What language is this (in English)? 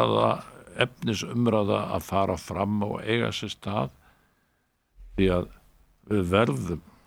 Icelandic